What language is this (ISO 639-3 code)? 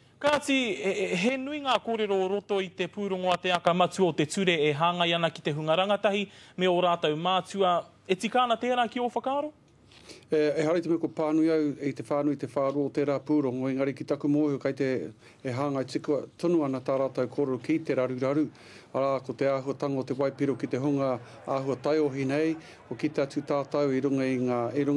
mri